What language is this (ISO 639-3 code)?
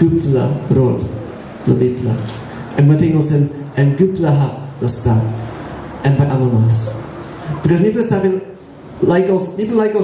tpi